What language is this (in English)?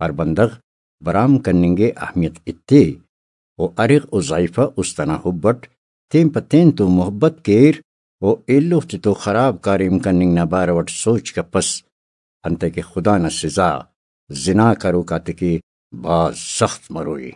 Brahui